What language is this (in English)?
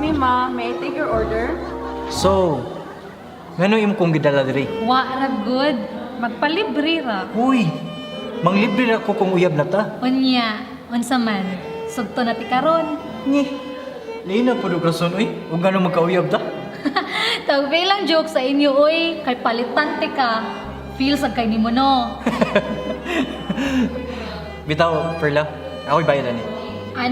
Cebuano